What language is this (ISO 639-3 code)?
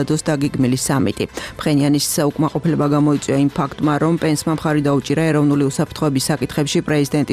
kat